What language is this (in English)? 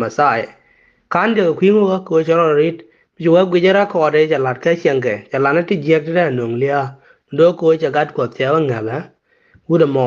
Nuer